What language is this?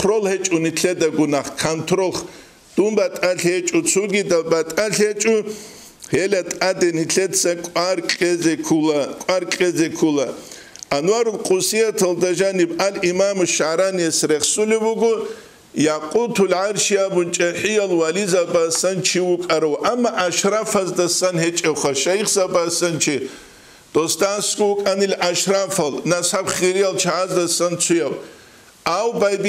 Avaric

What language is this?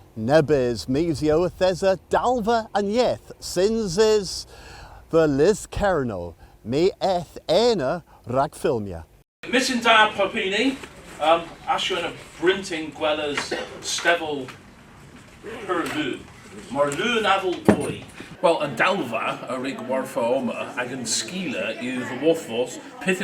Cornish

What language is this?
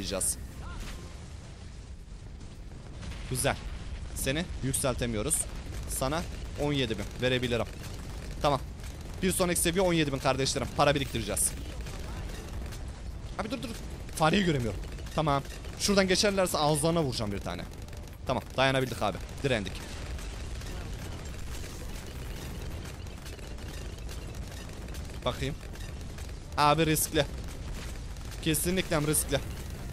Turkish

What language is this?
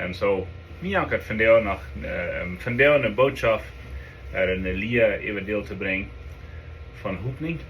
Plautdietsch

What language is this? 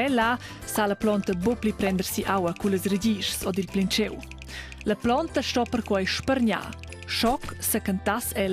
Romansh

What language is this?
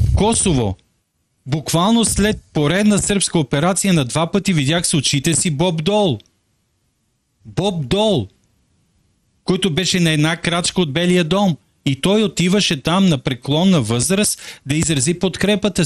Bulgarian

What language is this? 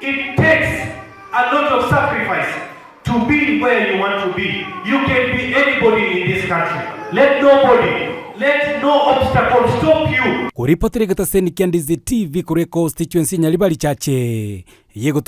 Gusii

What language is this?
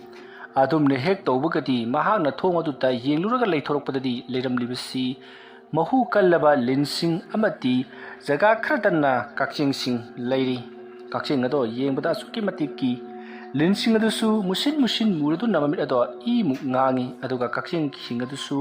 Manipuri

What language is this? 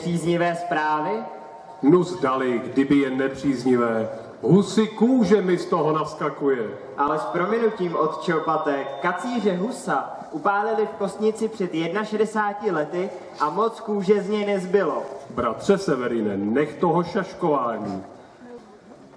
Czech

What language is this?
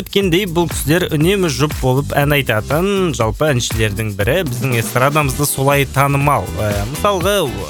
Kazakh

